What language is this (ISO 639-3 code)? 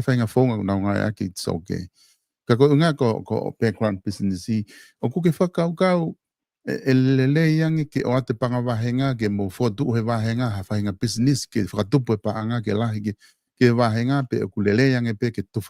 ton